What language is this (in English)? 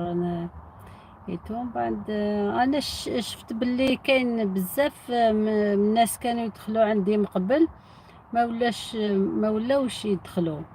Algerian Arabic